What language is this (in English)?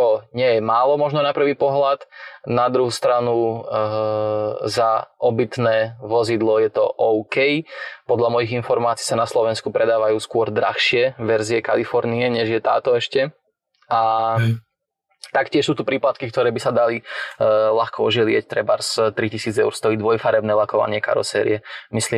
Slovak